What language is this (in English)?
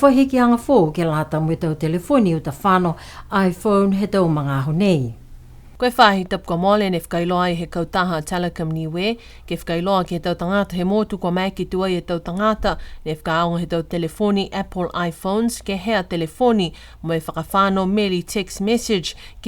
Niuean